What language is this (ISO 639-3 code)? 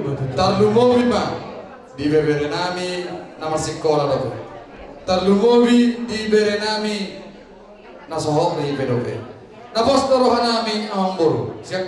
bbc